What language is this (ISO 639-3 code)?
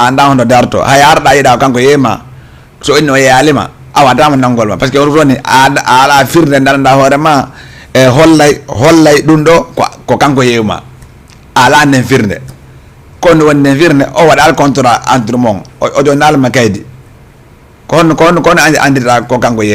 ful